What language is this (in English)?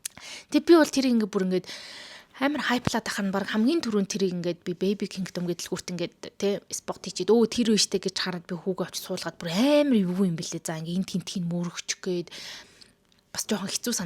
Mongolian